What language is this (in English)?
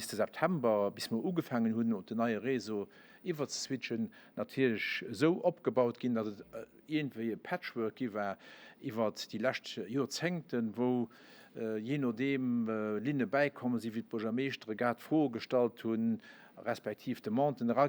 Luxembourgish